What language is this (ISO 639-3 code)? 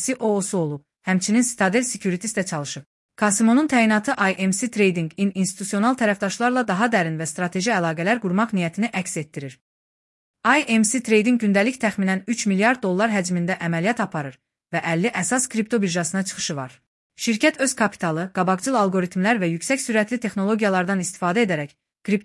aze